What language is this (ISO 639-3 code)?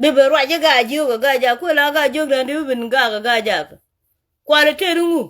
nus